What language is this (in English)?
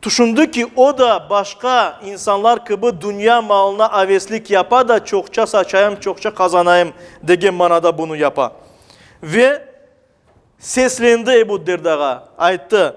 Crimean Tatar